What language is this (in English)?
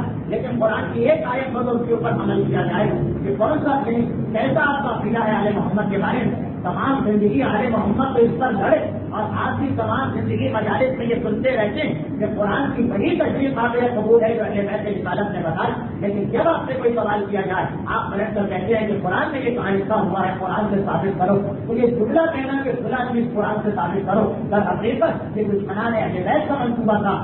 Urdu